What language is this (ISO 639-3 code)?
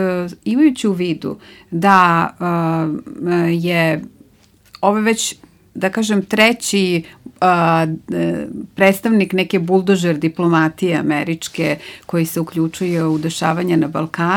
srp